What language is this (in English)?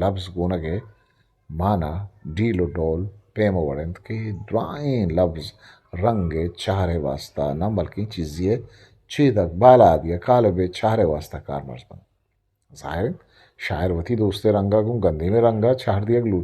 Eastern Balochi